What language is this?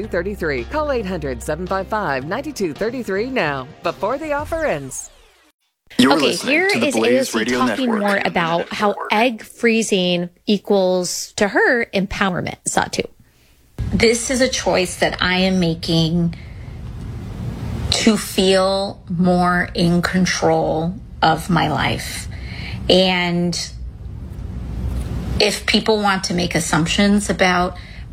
English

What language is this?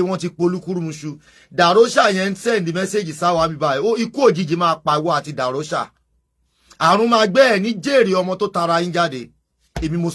Yoruba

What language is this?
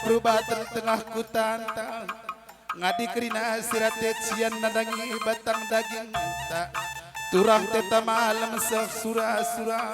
Batak Karo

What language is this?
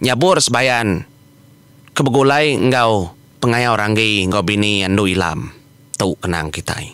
Iban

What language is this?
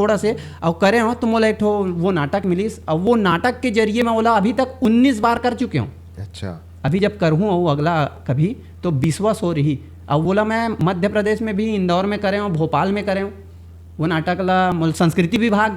Chhattisgarhi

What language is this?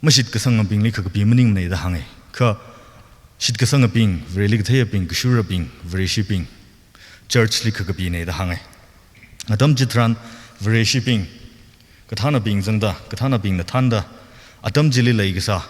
Tangkhul Naga (India)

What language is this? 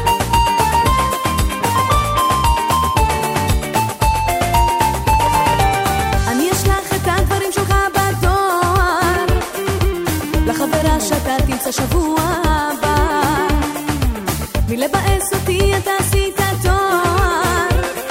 Hebrew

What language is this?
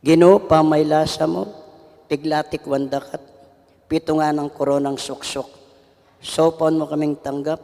Pampanga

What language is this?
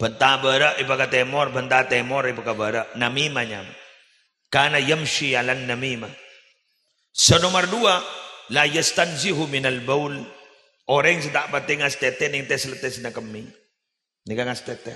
Madurese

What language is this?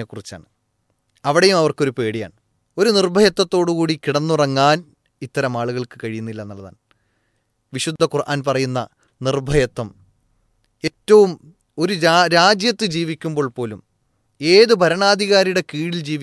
Malayalam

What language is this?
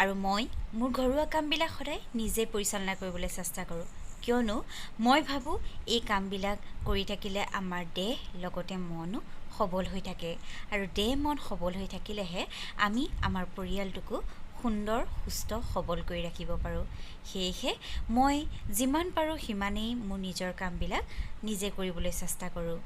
Assamese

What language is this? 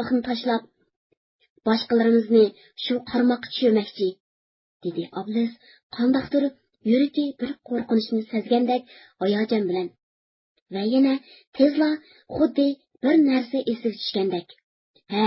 Uyghur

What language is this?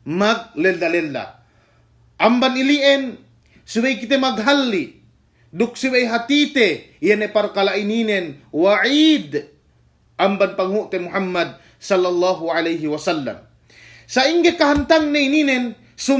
Yakan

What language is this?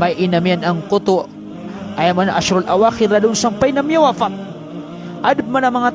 Maranao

